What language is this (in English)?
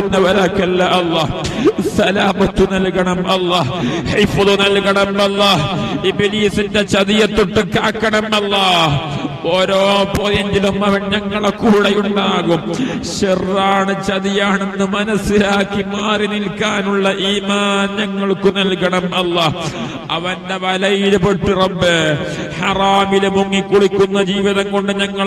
Malayalam